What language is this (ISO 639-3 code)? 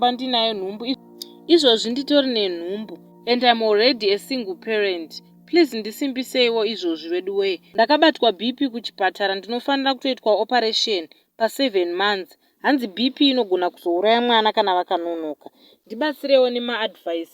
sna